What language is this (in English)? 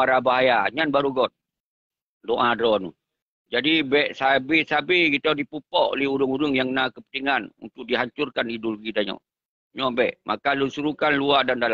Achinese